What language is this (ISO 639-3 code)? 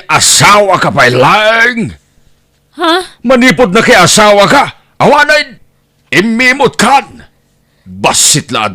ilo